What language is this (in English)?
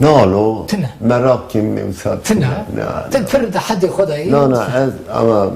Kurdish